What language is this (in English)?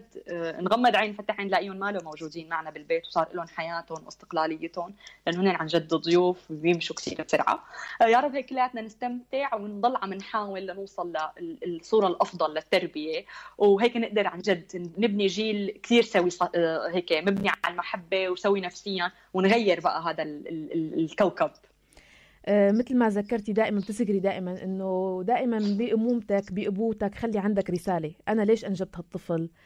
North Levantine Arabic